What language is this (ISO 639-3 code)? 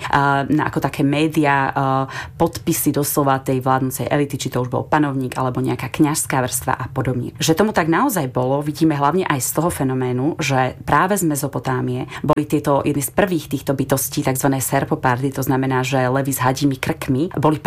slk